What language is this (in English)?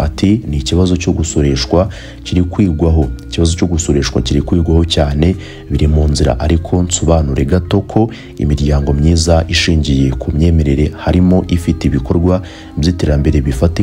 Kinyarwanda